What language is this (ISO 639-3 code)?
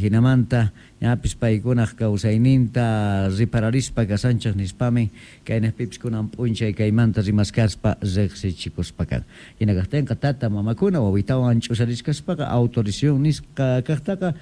quh